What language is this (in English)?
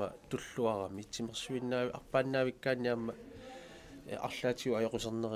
Kalaallisut